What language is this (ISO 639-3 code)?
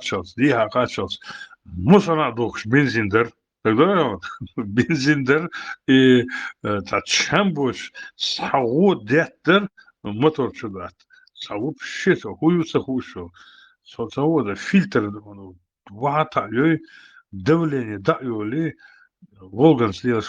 che